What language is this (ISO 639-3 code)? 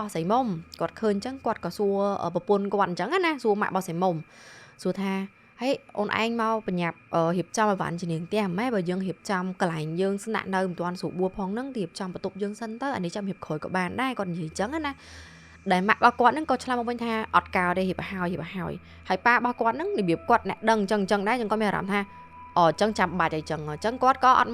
khm